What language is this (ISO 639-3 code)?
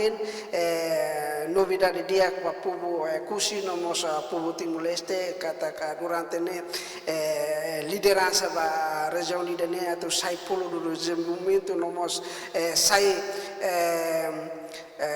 tet